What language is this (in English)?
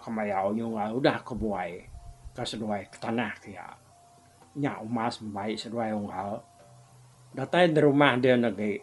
Iban